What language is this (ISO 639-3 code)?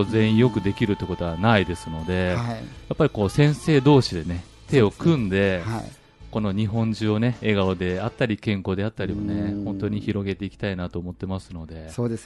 jpn